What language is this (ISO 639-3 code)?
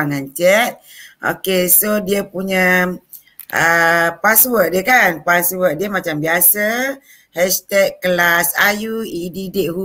msa